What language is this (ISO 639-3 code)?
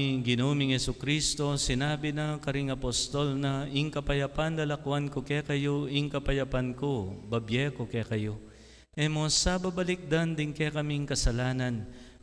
pam